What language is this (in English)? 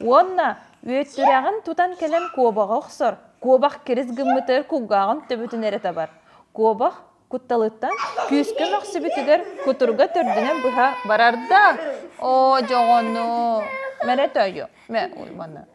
Yakut